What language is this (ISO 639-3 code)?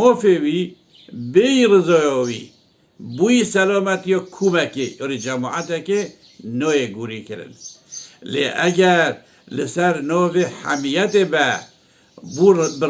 kur